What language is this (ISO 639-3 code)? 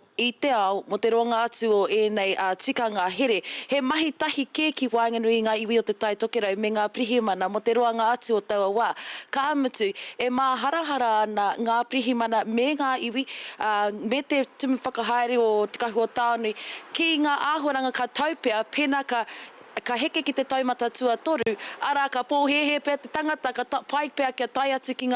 mri